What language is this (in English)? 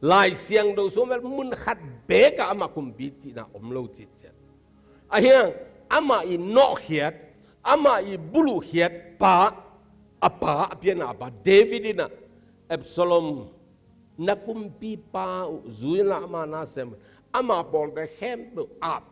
Tedim Chin